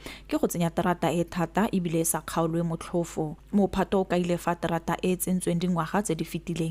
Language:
Tswana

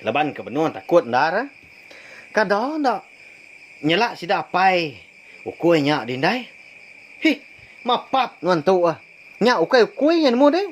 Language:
Iban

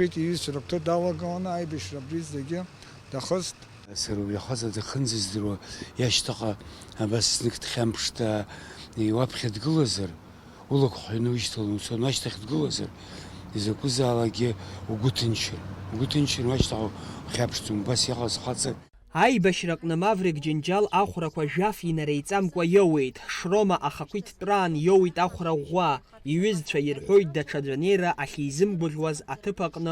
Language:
Abkhazian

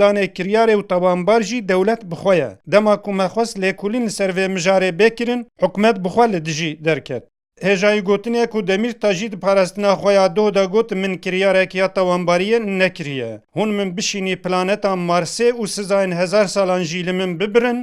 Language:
Kurdish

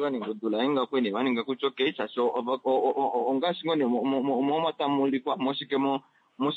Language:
Kuanyama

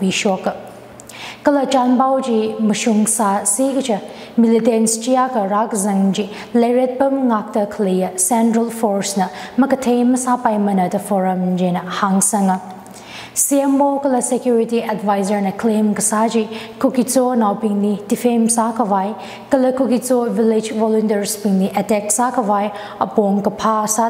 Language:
Tangkhul Naga (India)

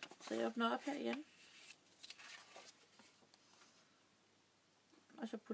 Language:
Danish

